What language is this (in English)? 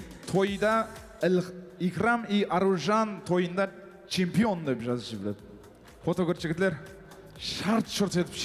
Kara-Kalpak